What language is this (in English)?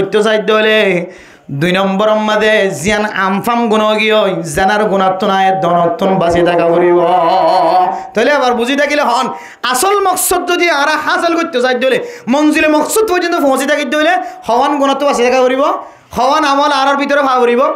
Rohingya